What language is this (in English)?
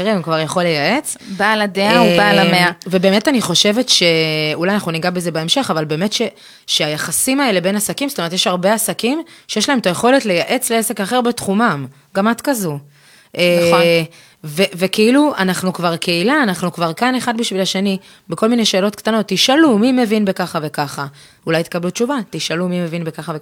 Hebrew